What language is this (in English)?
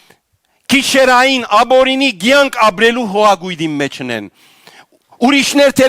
Western Armenian